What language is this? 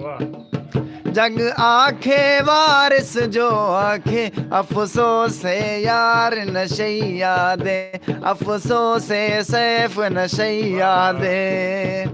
Saraiki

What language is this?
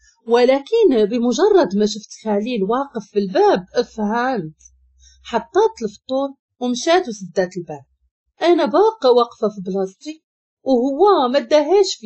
Moroccan Arabic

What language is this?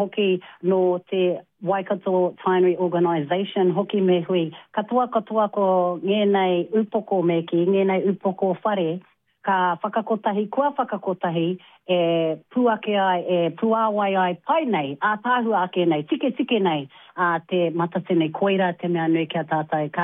Māori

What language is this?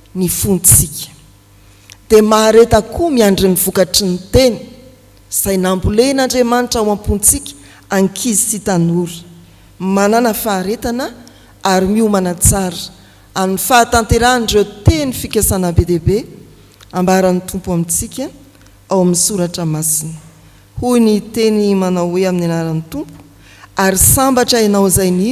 Malagasy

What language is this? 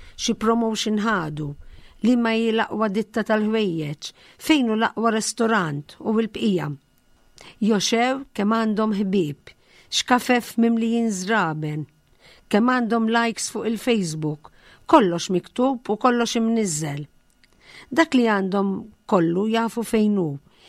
Maltese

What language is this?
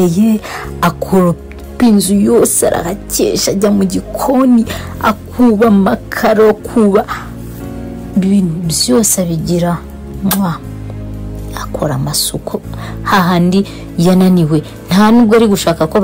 Kinyarwanda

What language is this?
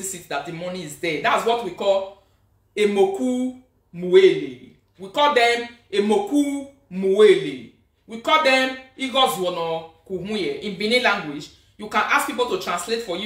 Nigerian Pidgin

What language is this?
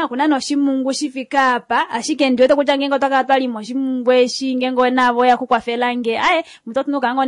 Kuanyama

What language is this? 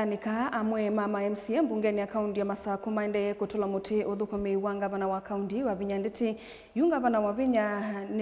Kamba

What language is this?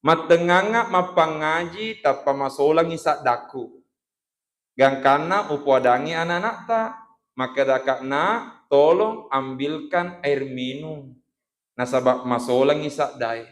Buginese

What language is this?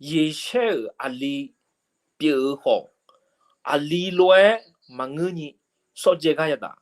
Akha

